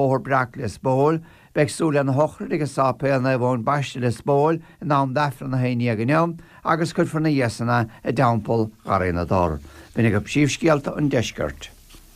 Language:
Irish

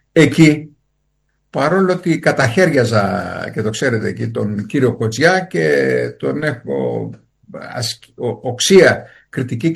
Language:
Greek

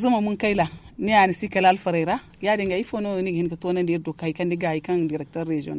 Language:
Zarma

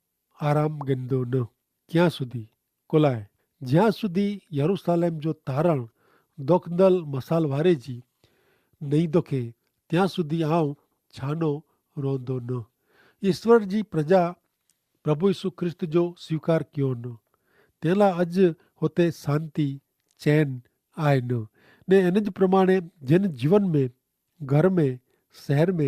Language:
Kachhi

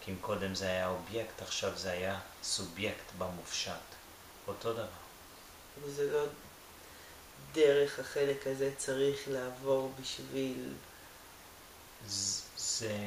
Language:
Hebrew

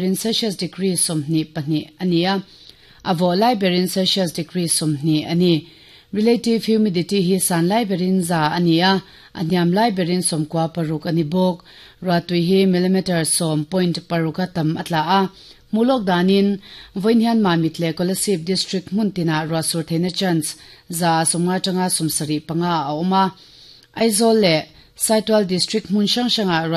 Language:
Mizo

